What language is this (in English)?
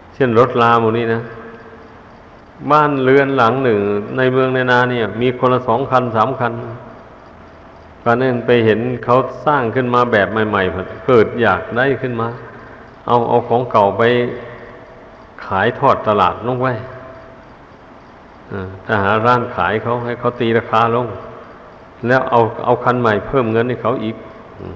Thai